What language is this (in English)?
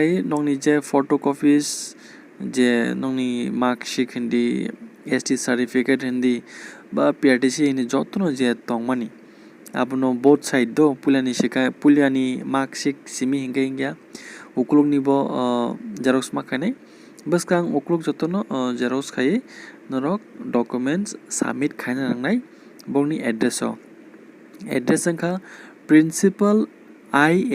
Kok Borok